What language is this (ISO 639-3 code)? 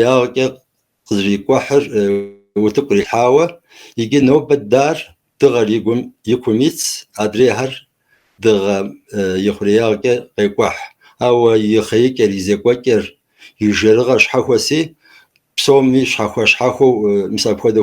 kbd